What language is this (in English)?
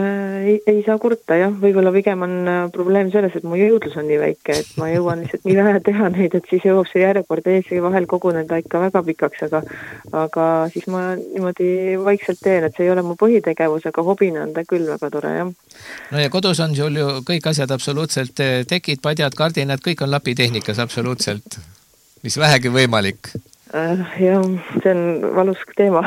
Estonian